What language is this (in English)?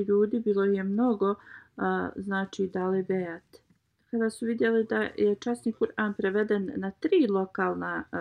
Bosnian